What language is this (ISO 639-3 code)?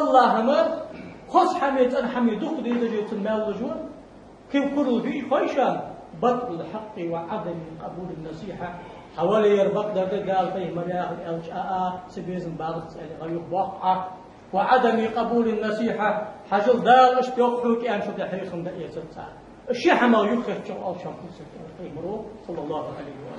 inh